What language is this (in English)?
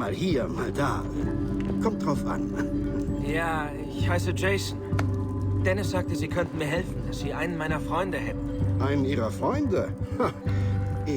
Bavarian